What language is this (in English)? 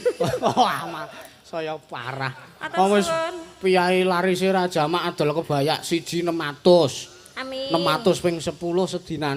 Javanese